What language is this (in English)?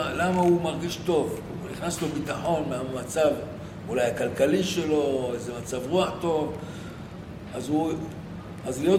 Hebrew